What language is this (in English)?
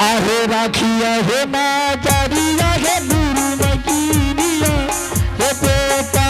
Angika